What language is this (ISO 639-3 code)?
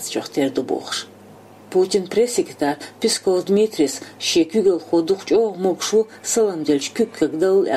che